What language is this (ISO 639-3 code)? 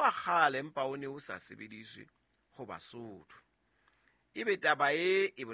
sot